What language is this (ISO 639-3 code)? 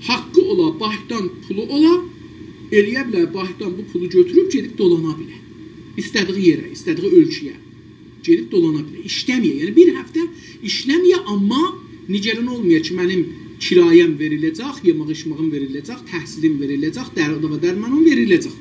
azb